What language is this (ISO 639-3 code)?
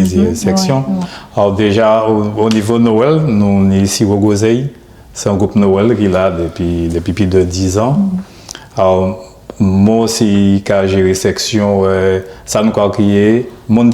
gcf